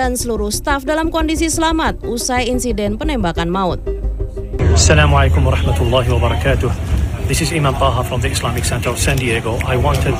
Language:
Indonesian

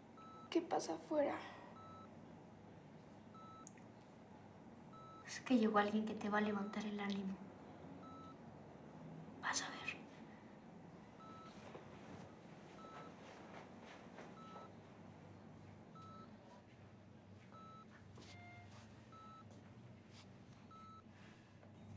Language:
Spanish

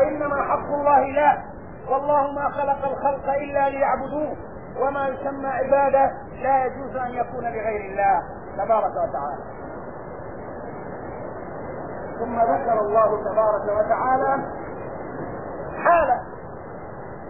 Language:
Arabic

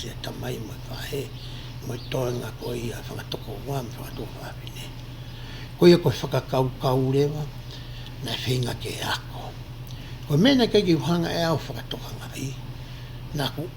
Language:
Tongan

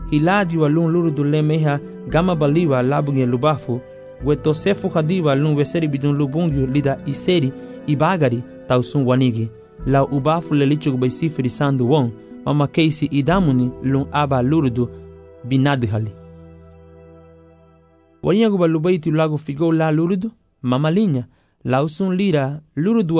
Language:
Garifuna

